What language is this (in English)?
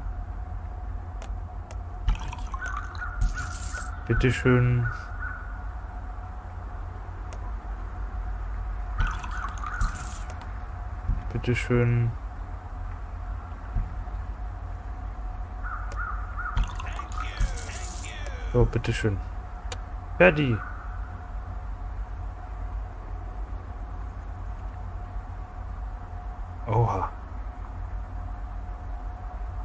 German